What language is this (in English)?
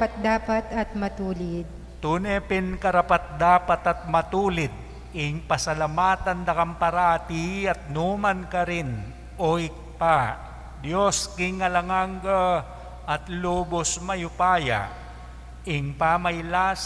Pampanga